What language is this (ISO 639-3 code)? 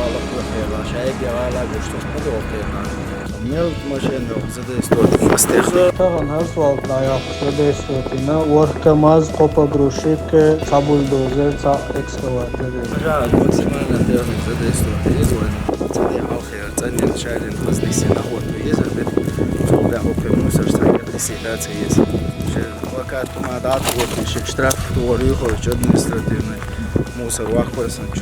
che